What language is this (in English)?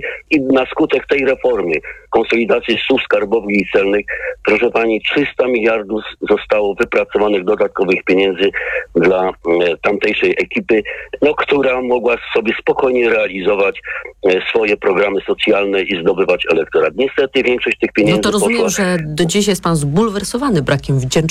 Polish